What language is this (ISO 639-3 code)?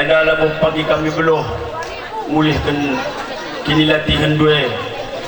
btx